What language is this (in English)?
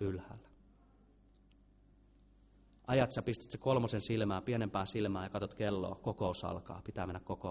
Finnish